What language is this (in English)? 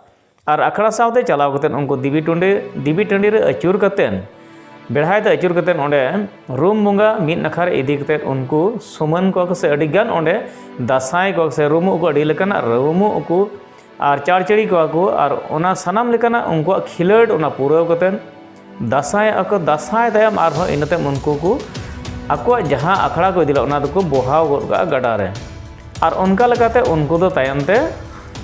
Santali